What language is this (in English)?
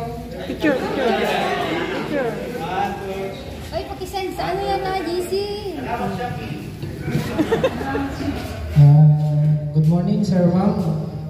Filipino